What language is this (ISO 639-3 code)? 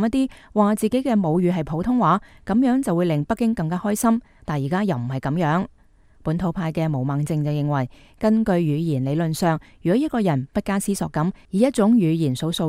yue